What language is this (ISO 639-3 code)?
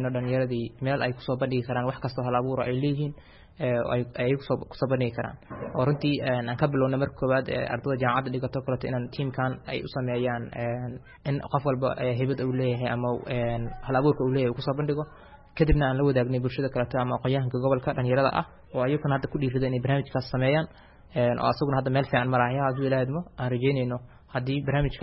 som